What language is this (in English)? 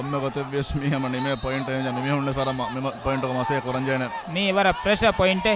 Divehi